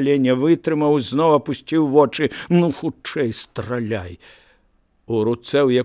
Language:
Belarusian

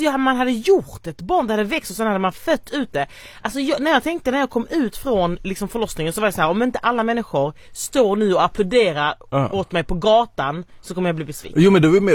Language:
Swedish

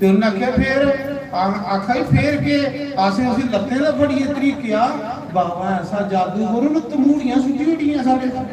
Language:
Dogri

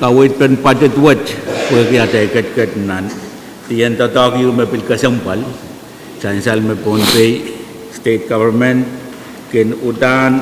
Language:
Pohnpeian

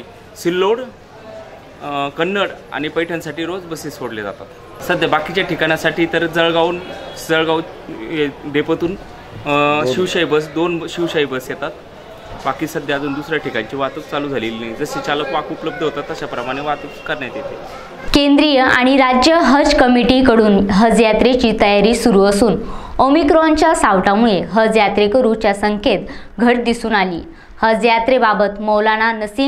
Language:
Marathi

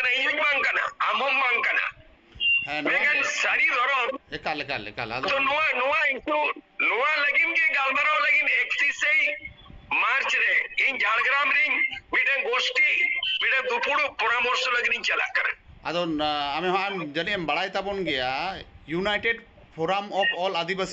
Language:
Santali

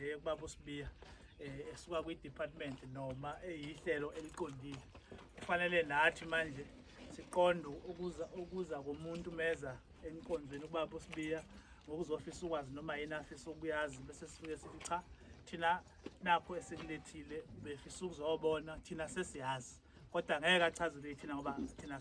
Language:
Zulu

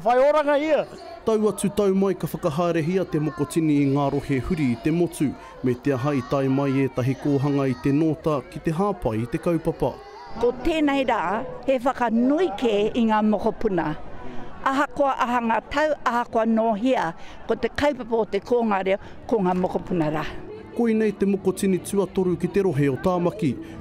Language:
Māori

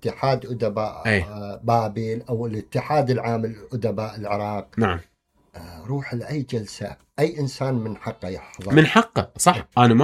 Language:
Mesopotamian Arabic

